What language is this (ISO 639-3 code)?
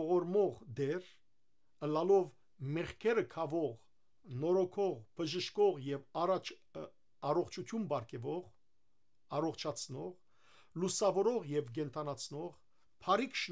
hyw